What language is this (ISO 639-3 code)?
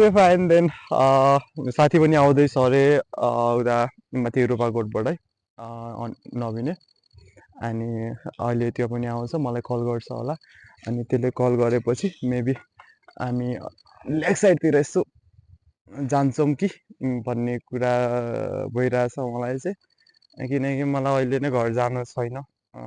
nep